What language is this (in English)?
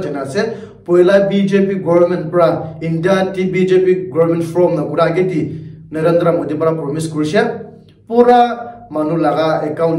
Naga Pidgin